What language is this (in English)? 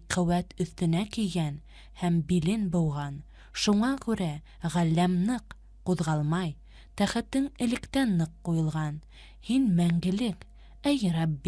Bashkir